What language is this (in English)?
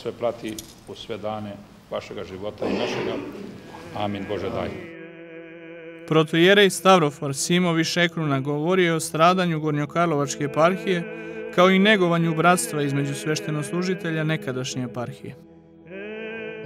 Serbian